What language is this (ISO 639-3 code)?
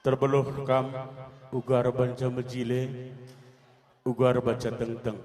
btx